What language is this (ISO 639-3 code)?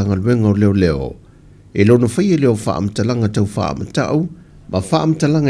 smo